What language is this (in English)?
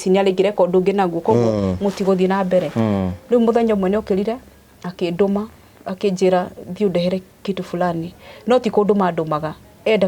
Kikuyu